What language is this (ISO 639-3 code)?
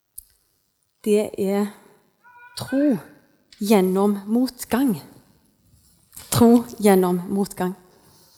nor